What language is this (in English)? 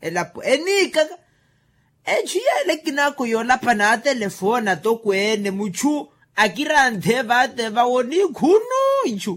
Makhuwa